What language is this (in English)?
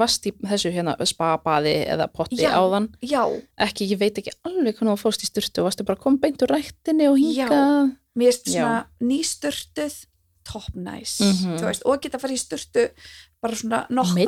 Icelandic